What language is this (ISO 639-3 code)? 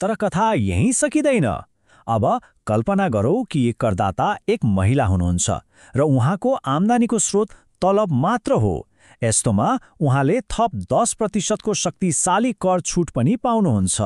nep